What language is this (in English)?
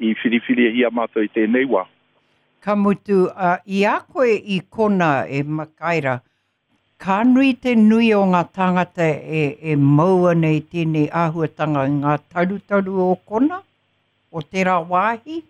Māori